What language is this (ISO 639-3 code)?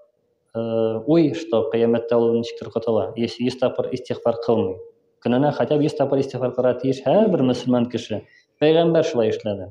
tat